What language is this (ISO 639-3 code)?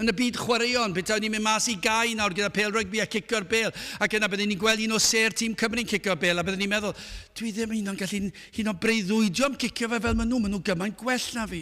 cym